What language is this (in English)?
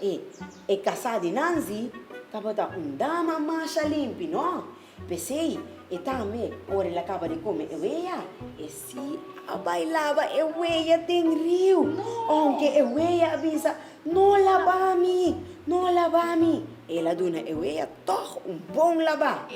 Papiamento